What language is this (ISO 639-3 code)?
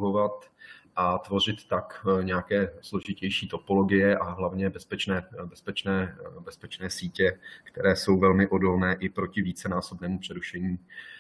ces